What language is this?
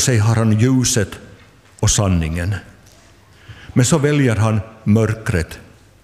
Swedish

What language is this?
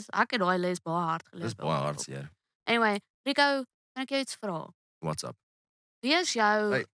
Afrikaans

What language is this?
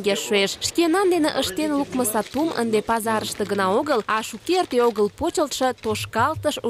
Mari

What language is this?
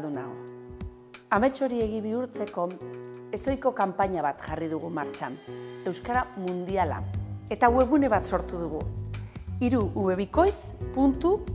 Basque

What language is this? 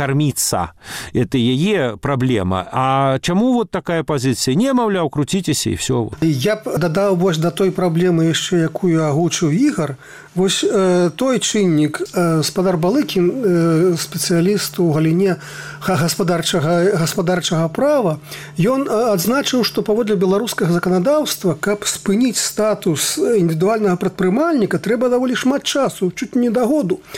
Belarusian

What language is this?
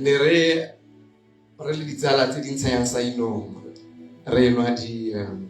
Tswana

